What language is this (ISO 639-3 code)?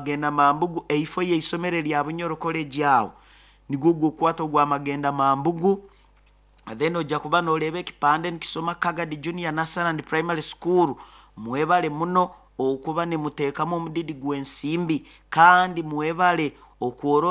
nyo